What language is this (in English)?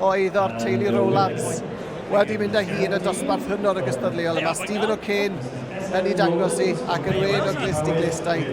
Welsh